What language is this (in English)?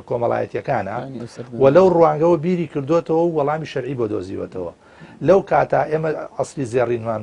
Central Kurdish